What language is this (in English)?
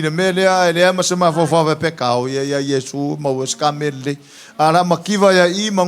Samoan